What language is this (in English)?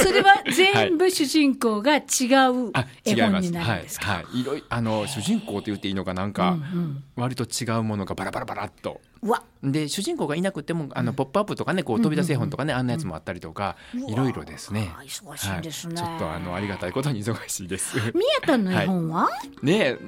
Japanese